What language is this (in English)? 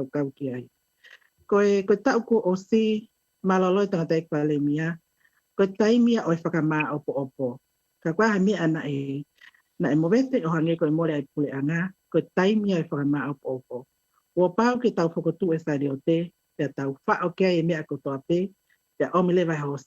Tongan